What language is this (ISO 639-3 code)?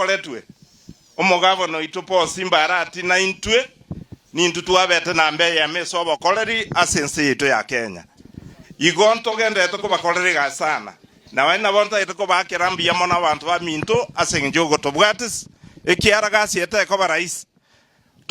guz